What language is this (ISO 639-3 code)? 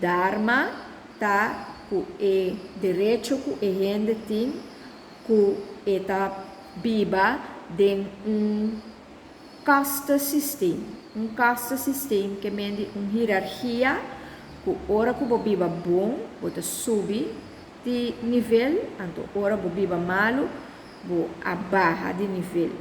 pap